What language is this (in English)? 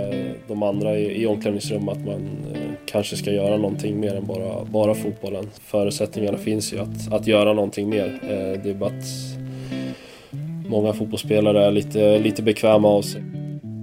Swedish